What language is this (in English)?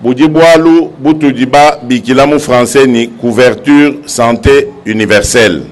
Luba-Lulua